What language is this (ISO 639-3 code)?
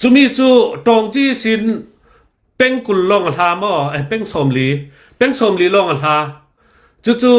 cnh